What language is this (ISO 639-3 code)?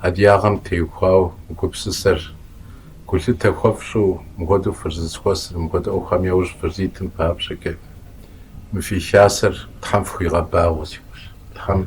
kbd